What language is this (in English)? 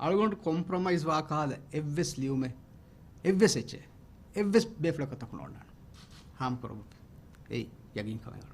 Divehi